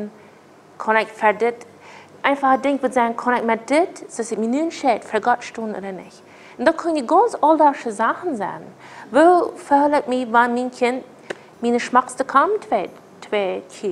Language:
Plautdietsch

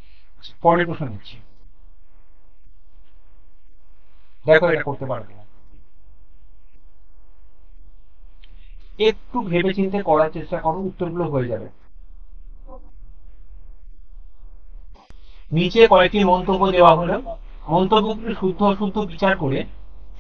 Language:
Bangla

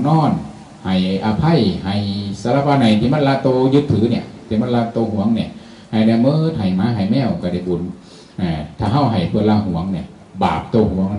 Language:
Northeastern Thai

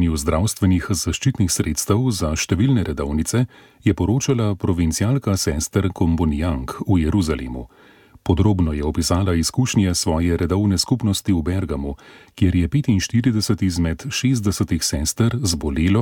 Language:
Slovenian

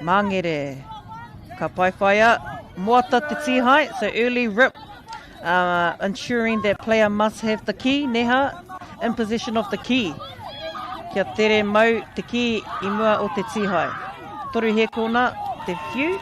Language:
Māori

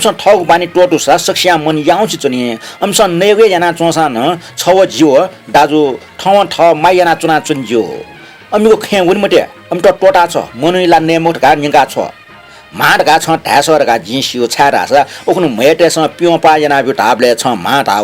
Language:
Newari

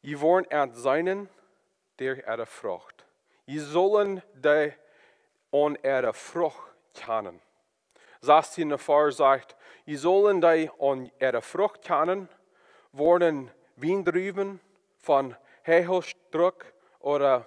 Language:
Plautdietsch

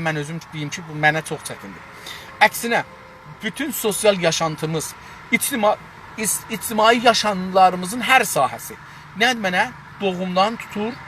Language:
South Azerbaijani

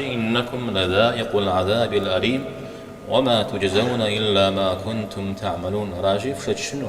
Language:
Kabardian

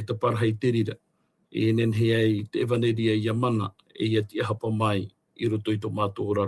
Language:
Tahitian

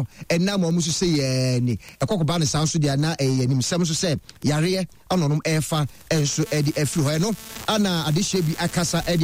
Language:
Akan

